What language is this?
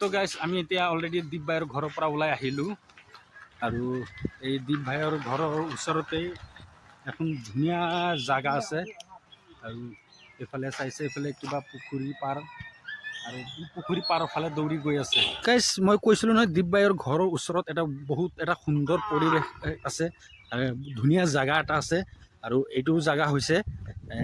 Assamese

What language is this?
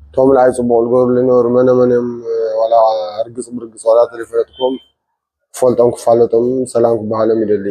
Tigrinya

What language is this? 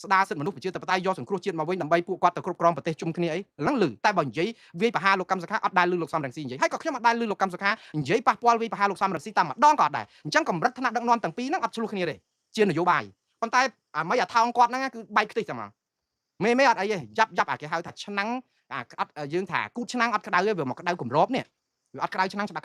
Khmer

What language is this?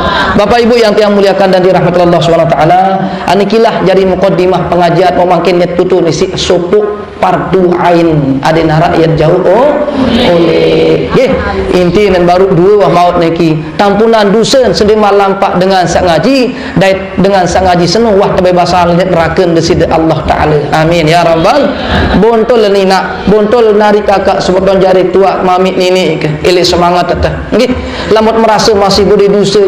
Sasak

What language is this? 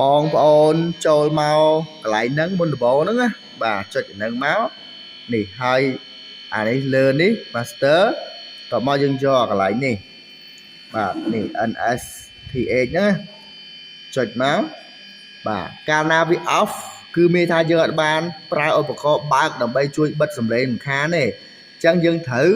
Khmer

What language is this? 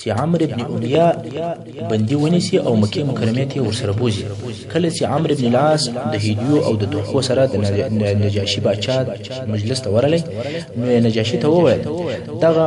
Pashto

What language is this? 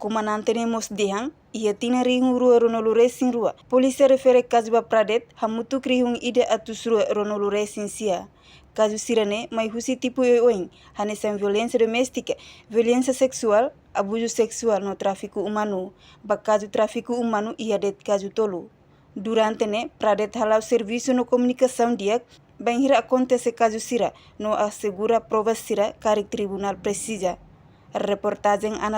Tetum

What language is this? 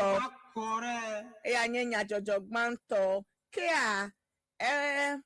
Ewe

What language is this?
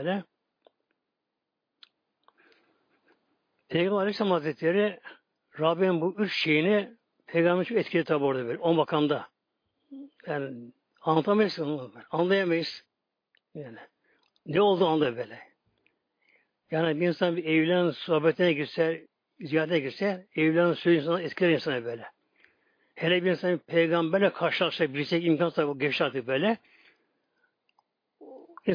Turkish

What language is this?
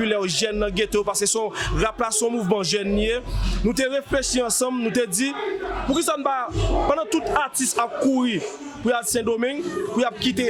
Haitian Creole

